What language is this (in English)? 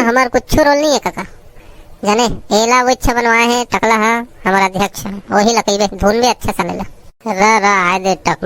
Chhattisgarhi